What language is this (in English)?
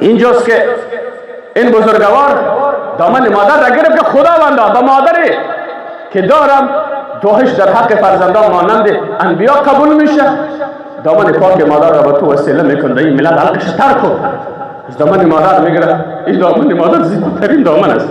Persian